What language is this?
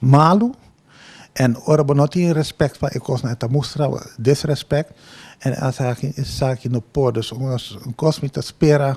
Papiamento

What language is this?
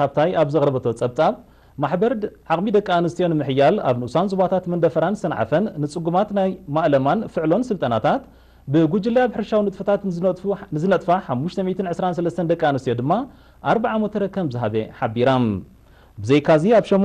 Tigrinya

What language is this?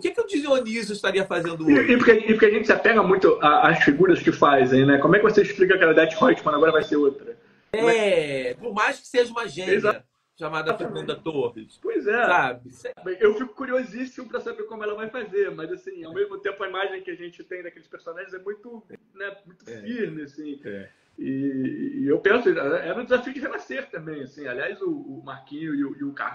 Portuguese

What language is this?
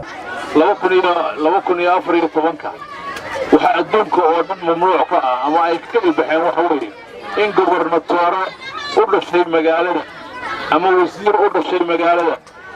Somali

